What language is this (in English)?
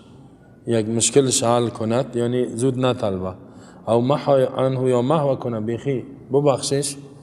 Persian